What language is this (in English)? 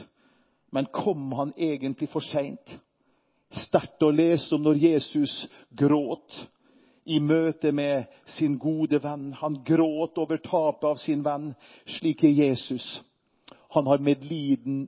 Norwegian